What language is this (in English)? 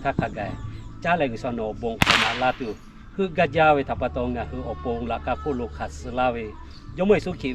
Lahu